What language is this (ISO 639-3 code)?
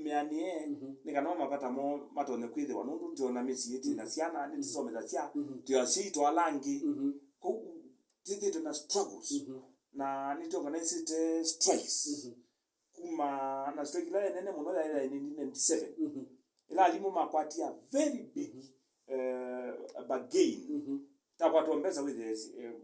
kam